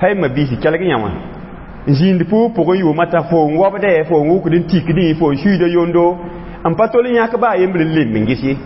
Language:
Mossi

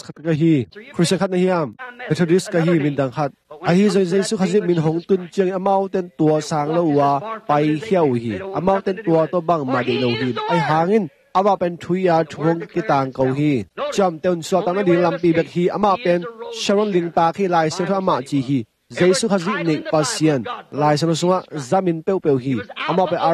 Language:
Tedim Chin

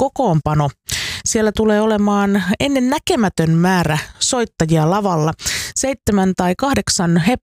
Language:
Finnish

